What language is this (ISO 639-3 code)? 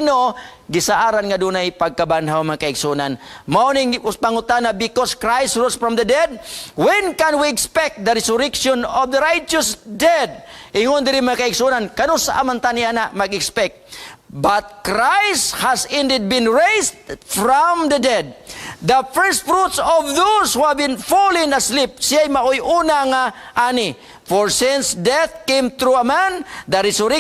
ceb